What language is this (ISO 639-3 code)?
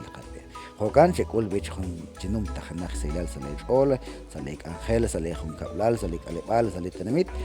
kek